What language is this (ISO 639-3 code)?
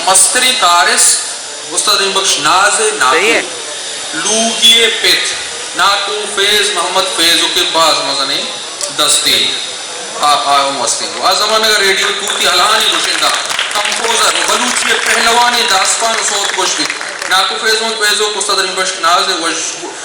bgp